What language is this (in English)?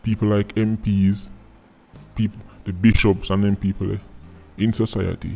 Jamaican Creole English